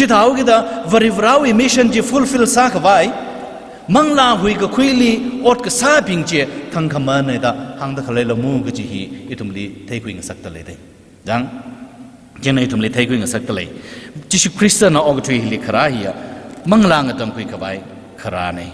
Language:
Tangkhul Naga (India)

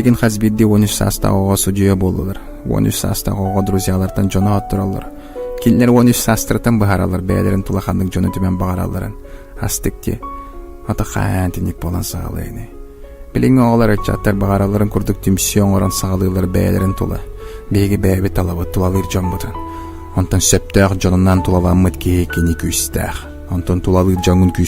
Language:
Yakut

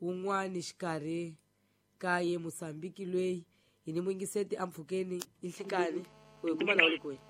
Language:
Tsonga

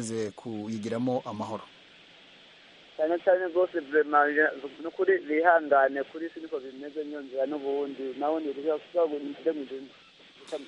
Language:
Kinyarwanda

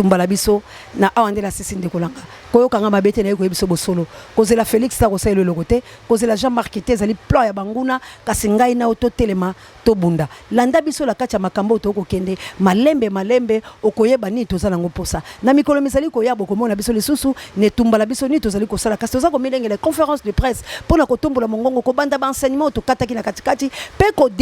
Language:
Lingala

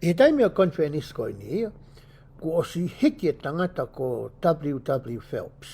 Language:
Tongan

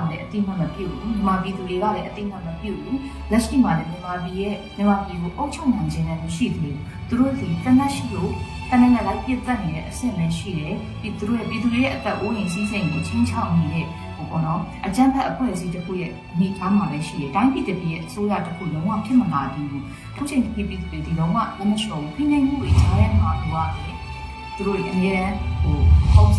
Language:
Burmese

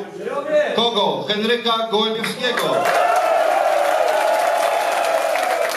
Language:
Polish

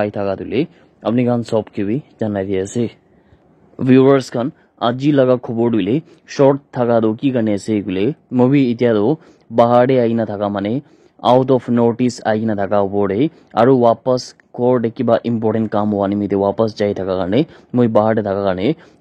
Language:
Naga Pidgin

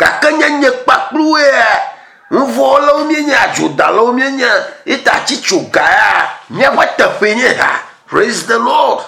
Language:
Ewe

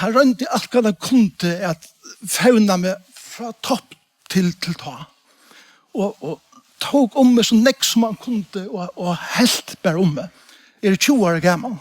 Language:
Faroese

